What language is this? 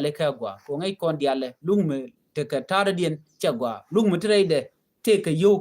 Nuer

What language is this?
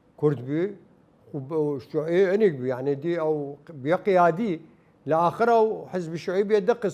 Southern Kurdish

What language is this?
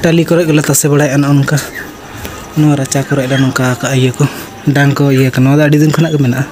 Santali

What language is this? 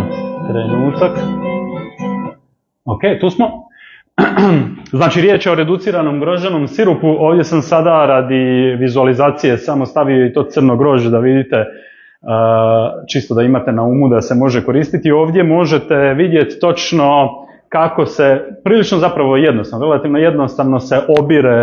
Croatian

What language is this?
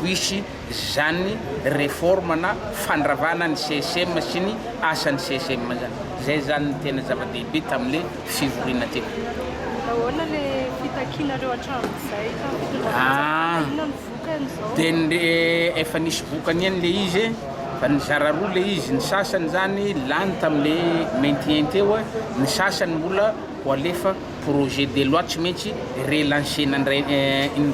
Malagasy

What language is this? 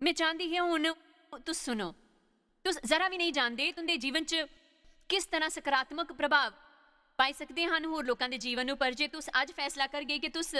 Dogri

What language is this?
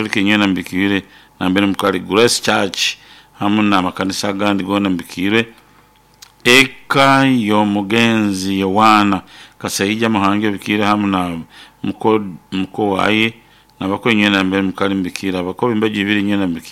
Nyoro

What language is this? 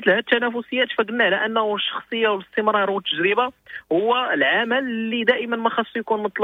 Moroccan Arabic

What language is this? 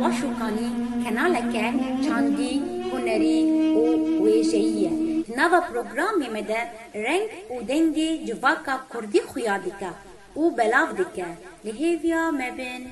Kurdish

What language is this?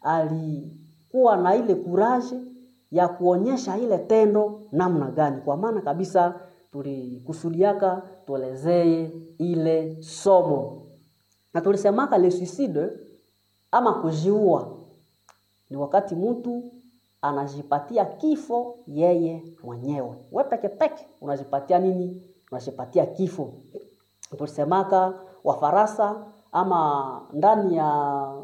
Swahili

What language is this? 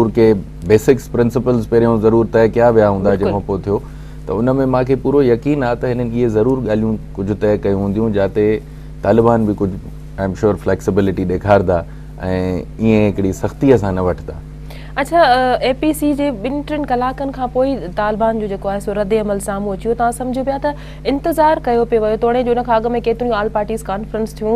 Sindhi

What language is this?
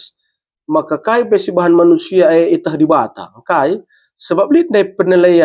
Batak Karo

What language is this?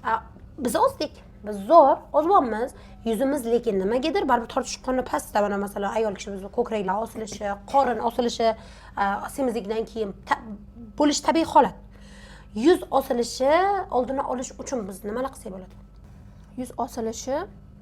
Uzbek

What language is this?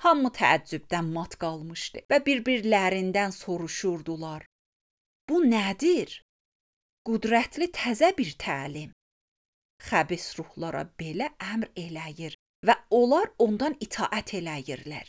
Azerbaijani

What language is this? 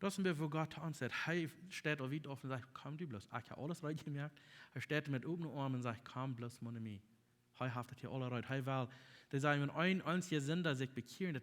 Plautdietsch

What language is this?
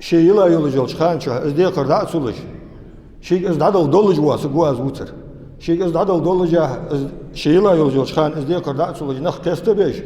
Ingush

